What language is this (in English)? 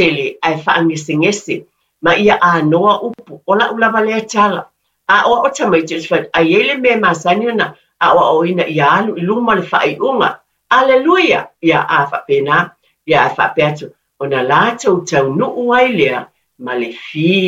Samoan